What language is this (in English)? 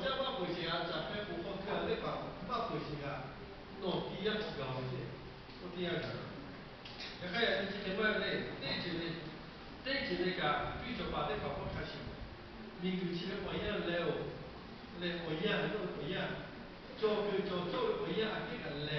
Lahu